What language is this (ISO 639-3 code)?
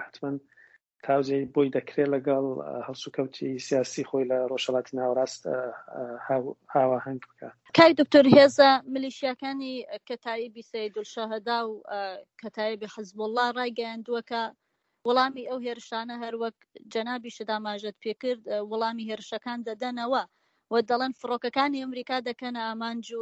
ckb